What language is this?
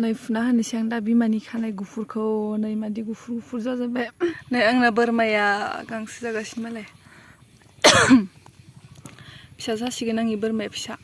Bodo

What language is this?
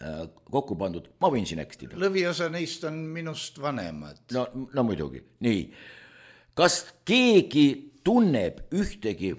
Estonian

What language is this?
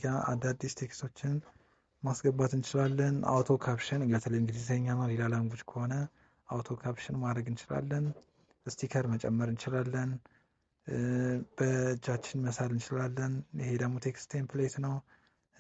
Amharic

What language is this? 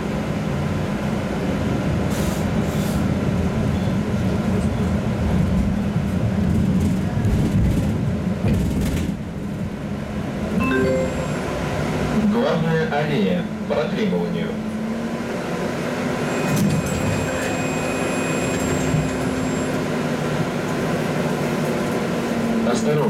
Russian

